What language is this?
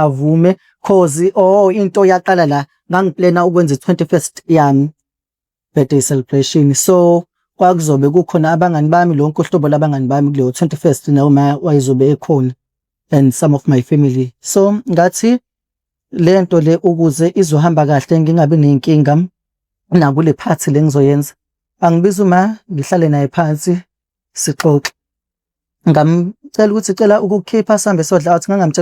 Zulu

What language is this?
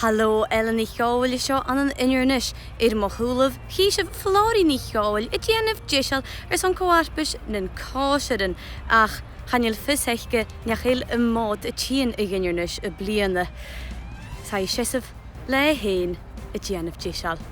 Scottish Gaelic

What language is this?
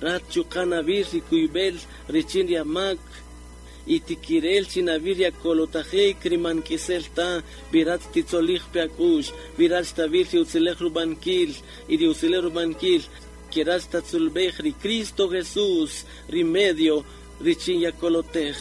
Kaqchikel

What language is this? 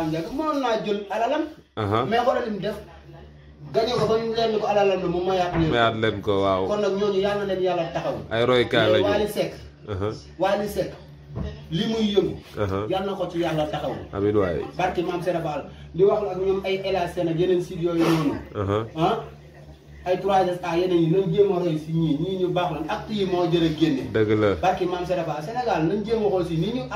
Wolof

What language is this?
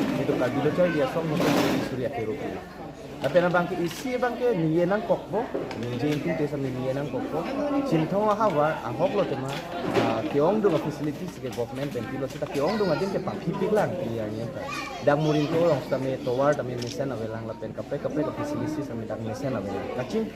Karbi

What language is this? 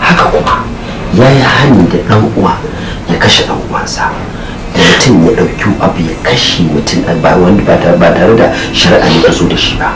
Hausa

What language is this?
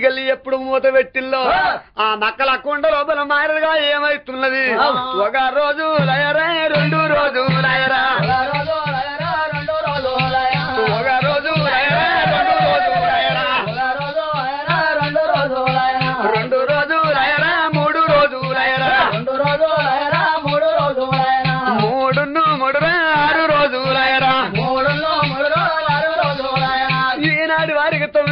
Telugu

